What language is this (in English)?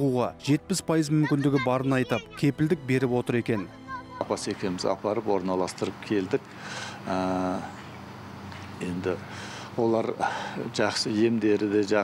Kazakh